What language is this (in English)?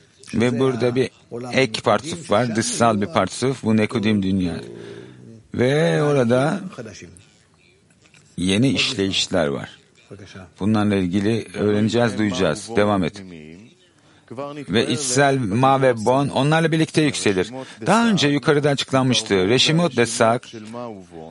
Turkish